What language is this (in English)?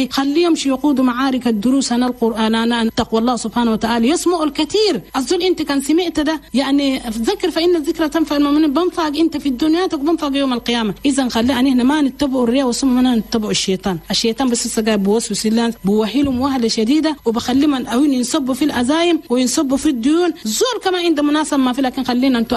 Chadian Arabic